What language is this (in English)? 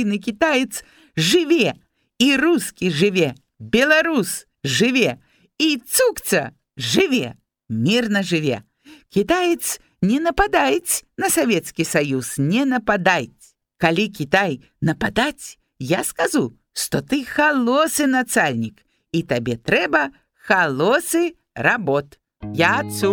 Belarusian